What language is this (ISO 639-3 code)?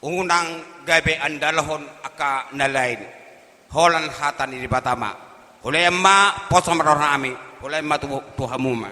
bbc